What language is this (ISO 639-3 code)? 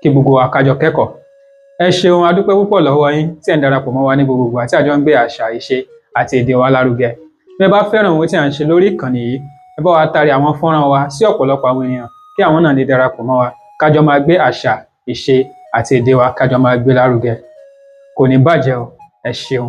yor